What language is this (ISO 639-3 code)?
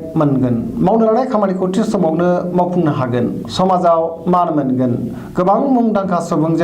brx